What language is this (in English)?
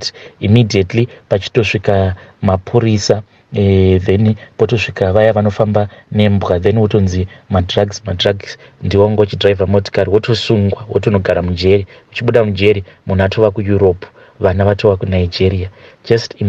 Shona